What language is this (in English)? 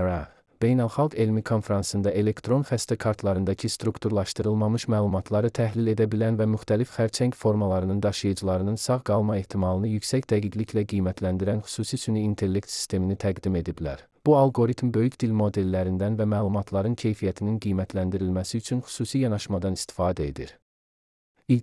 Azerbaijani